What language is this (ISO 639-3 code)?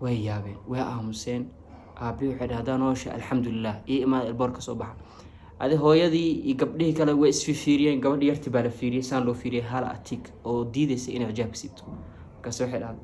som